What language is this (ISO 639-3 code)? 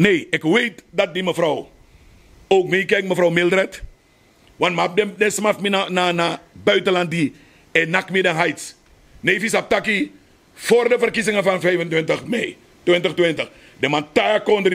srn